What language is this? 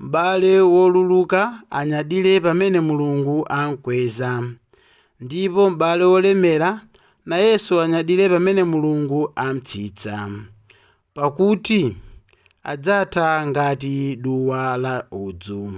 Nyanja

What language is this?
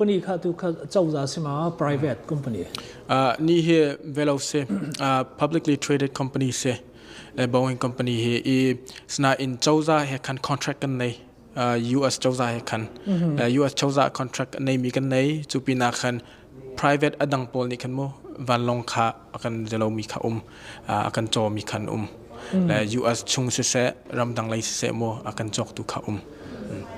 Hakha Chin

